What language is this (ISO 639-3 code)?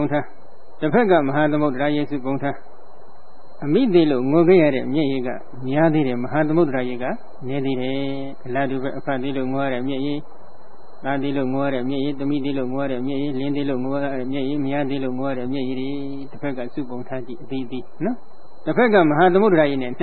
mya